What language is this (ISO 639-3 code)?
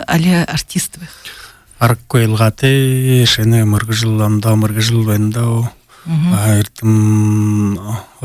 bua